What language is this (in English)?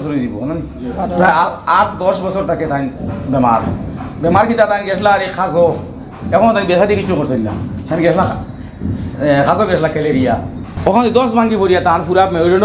Sylheti